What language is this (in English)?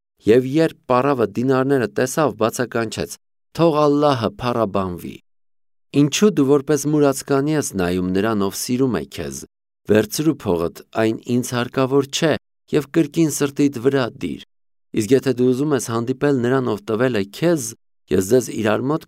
Armenian